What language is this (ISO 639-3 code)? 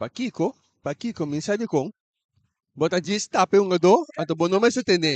pap